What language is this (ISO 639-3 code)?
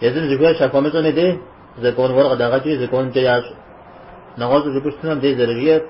kbd